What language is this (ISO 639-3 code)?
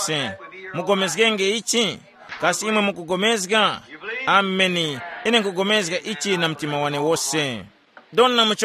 tum